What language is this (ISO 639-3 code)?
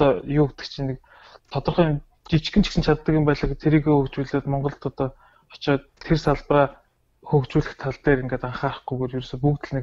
mon